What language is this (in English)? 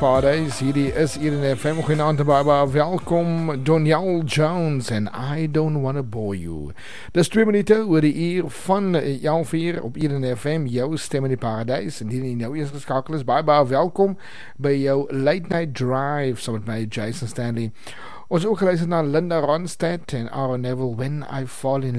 Afrikaans